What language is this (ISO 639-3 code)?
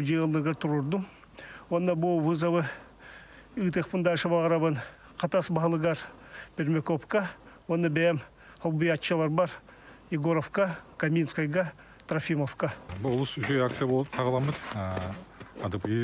sah